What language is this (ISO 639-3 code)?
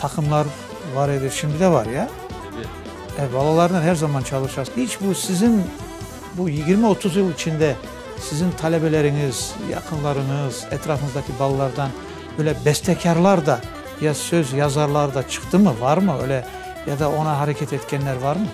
crh